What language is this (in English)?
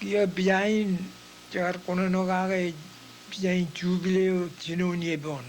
Marshallese